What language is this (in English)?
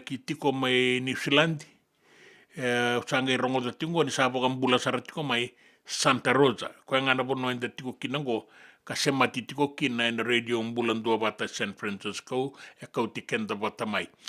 Fijian